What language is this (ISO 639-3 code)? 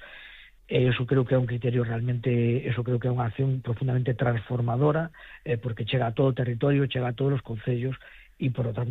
glg